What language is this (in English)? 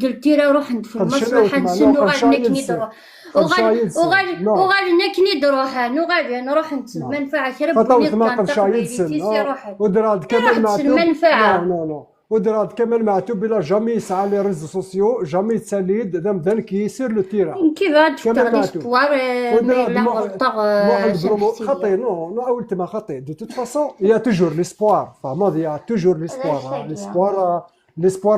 Kabyle